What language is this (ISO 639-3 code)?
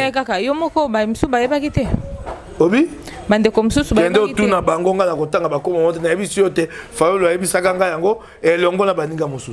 lin